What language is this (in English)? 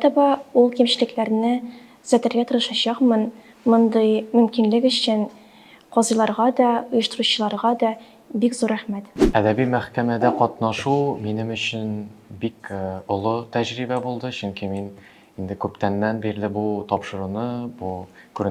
Tatar